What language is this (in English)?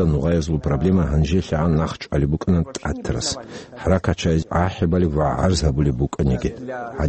Avaric